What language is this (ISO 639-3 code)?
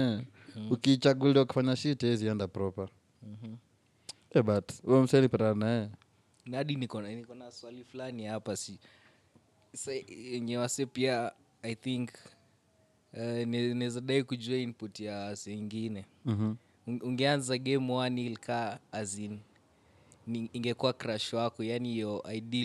swa